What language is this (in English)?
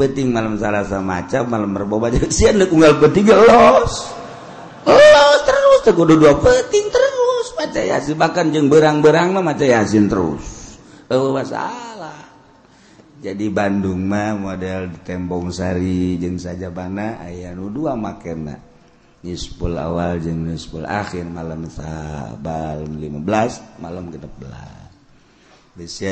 Sundanese